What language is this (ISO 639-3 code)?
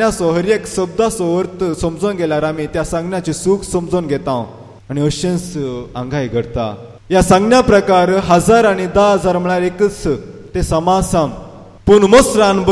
kok